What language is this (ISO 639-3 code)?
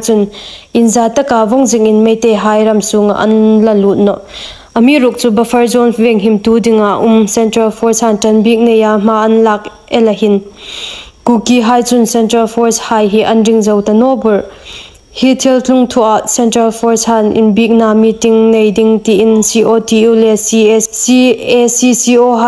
hmr